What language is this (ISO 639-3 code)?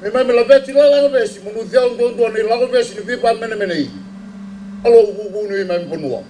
fij